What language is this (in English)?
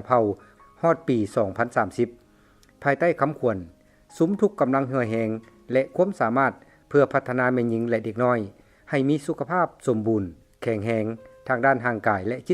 Lao